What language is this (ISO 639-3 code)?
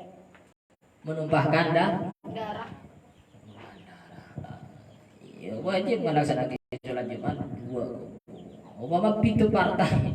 mad